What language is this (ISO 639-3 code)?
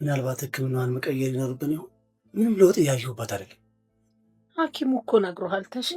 amh